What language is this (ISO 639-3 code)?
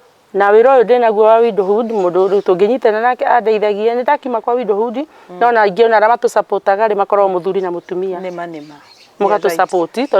kik